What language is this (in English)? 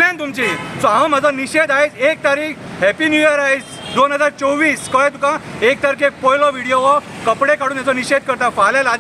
Konkani